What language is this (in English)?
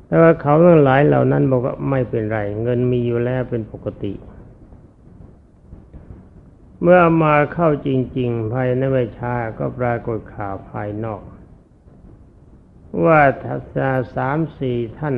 Thai